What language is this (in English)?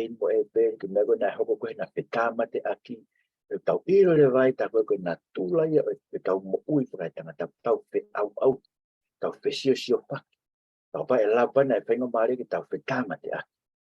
Tongan